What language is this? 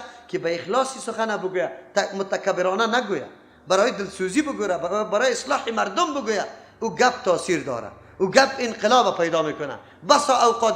Persian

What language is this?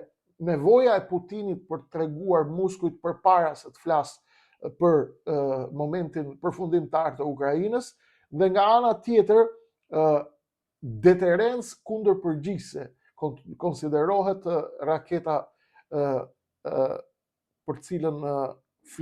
Albanian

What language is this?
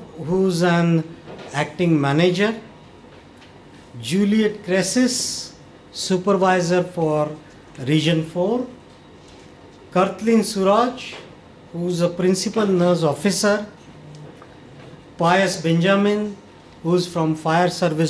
English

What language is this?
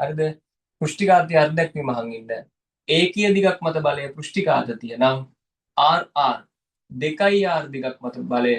Sinhala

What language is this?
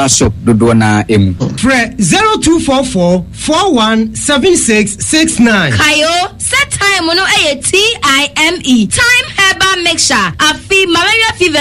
Akan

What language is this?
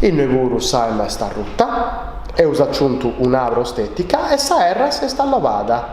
Sardinian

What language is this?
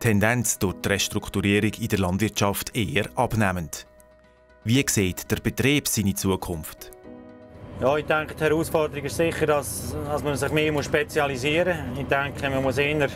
Swiss German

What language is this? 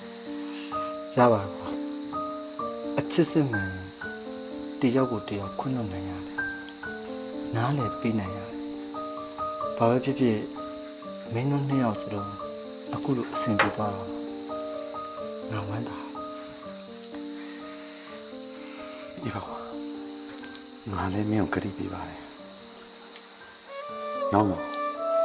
Burmese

